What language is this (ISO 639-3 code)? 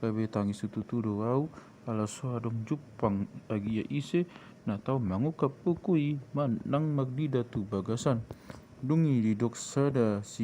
bbc